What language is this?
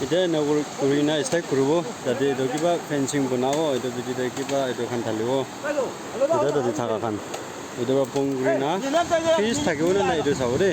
Naga Pidgin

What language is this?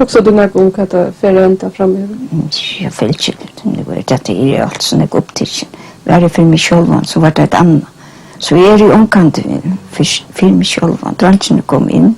Faroese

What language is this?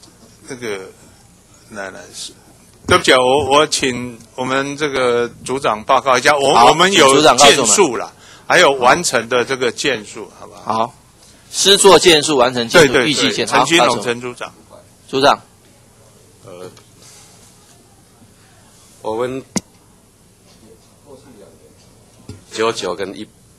Chinese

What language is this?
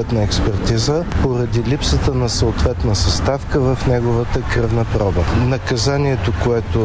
Bulgarian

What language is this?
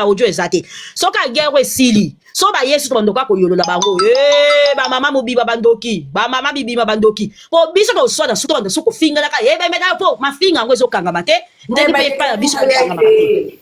Lingala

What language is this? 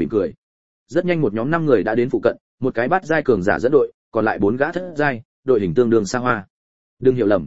Vietnamese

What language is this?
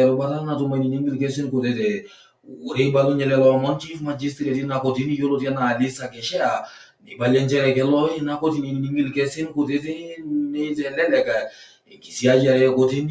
Masai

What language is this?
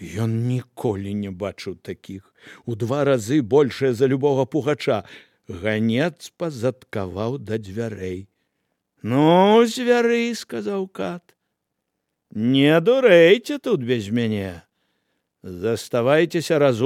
Belarusian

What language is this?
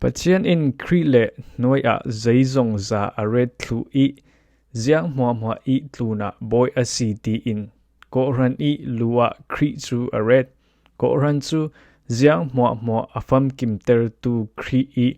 Falam Chin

